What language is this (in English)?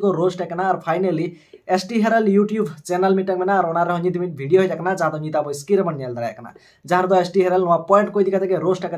Santali